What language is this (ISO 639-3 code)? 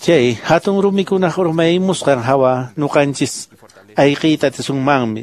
que